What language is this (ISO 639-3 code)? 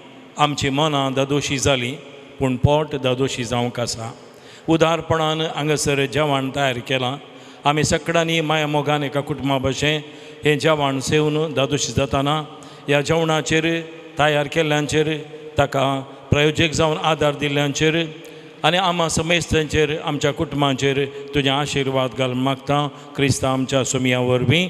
kok